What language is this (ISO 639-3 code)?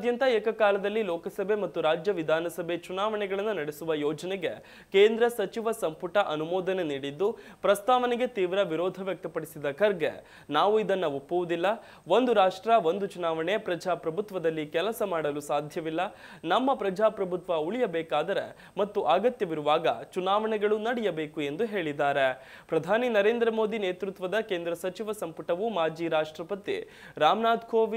kan